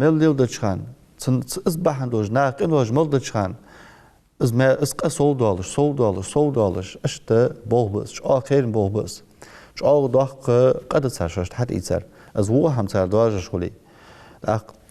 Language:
Ingush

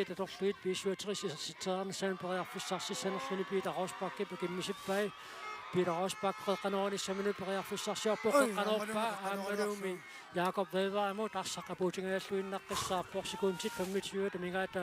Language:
Kalaallisut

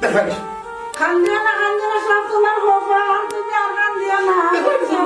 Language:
Sylheti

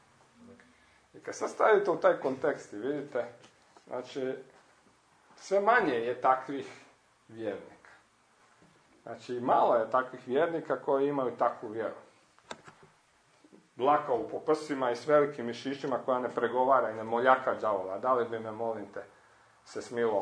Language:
Croatian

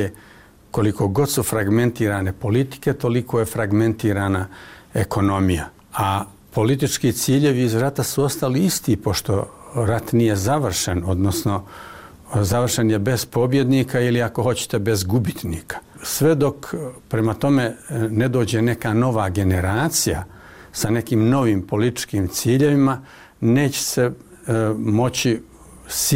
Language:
Bosnian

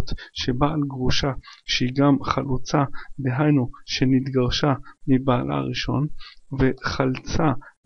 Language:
Hebrew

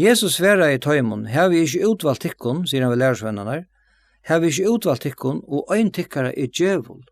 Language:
Faroese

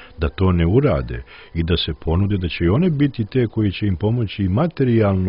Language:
Serbian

